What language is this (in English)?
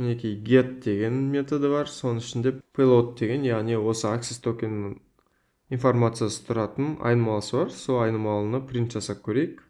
Kazakh